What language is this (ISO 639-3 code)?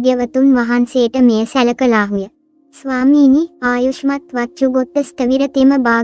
sin